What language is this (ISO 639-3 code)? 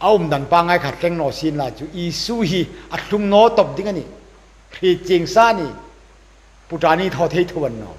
hmr